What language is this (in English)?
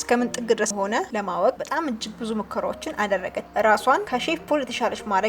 Amharic